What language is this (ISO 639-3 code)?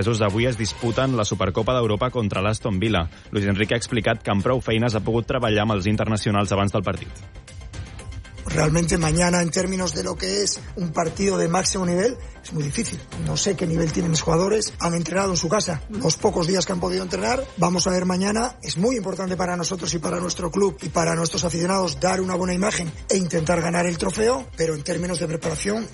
cat